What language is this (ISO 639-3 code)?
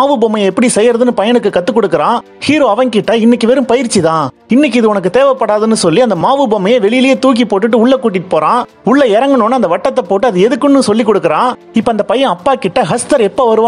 tam